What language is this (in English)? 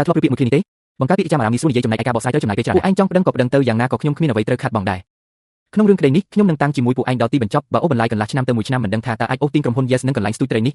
Khmer